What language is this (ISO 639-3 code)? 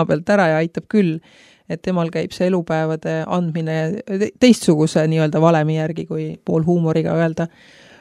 est